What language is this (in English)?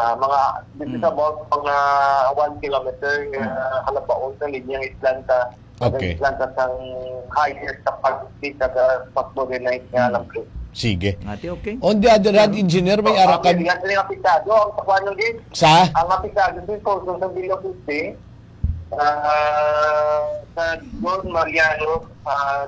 Hiligaynon